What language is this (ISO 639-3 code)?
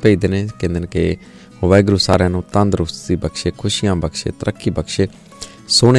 pan